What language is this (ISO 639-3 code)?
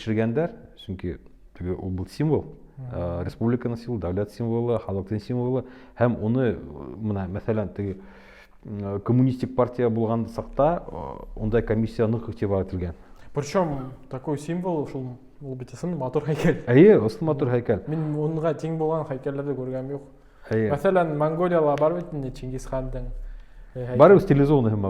bak